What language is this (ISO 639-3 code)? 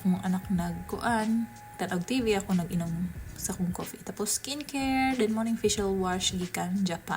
ceb